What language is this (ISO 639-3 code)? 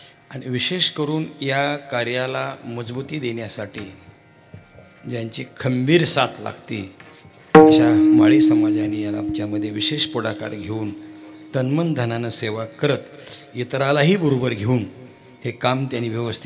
mar